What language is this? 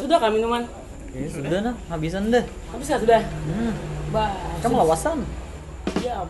Banjar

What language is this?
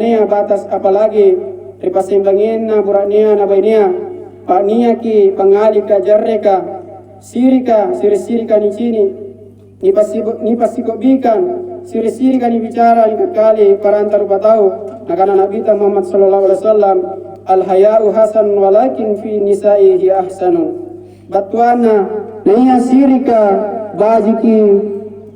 Makasar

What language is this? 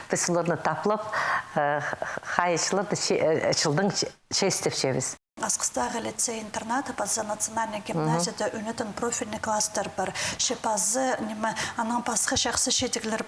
Khakas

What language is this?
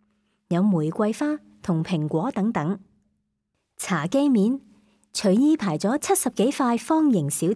Cantonese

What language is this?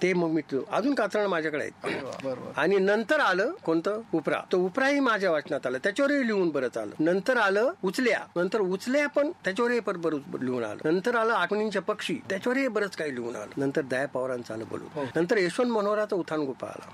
Marathi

